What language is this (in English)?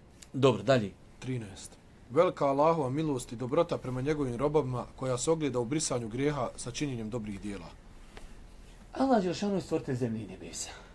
Bosnian